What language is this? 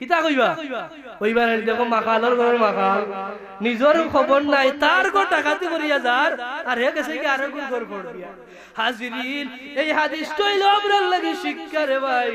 Sylheti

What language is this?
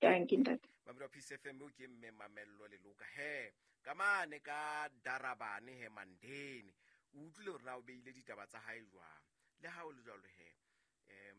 Southern Sotho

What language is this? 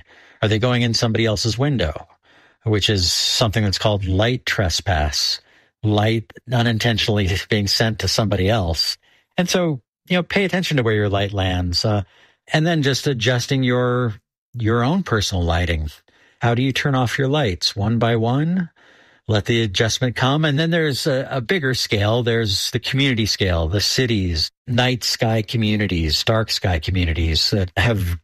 English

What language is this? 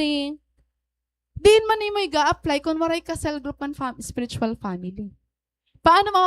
Waray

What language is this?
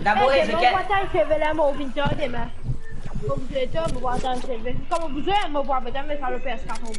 Morisyen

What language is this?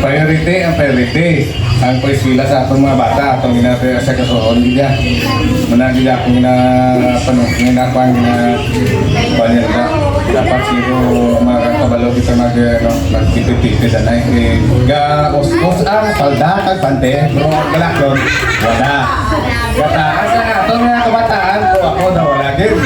Hiligaynon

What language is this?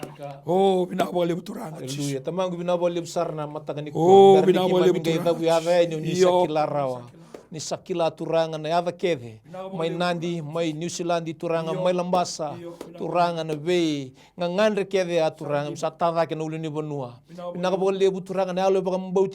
Fijian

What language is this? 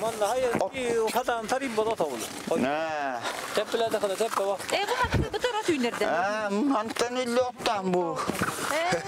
Yakut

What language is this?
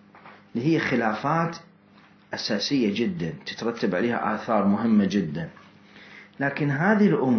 Mesopotamian Arabic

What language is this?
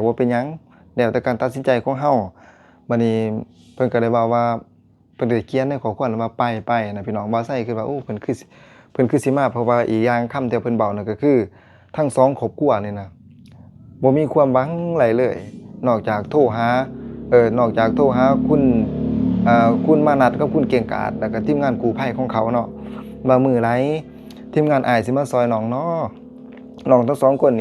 Lao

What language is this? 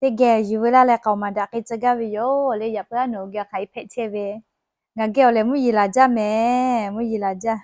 Lahu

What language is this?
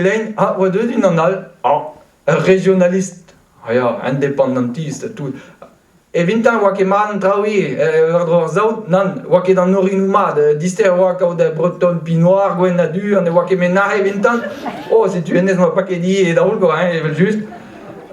Breton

